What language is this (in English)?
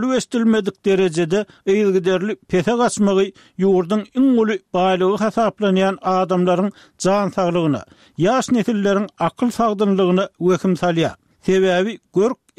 Turkmen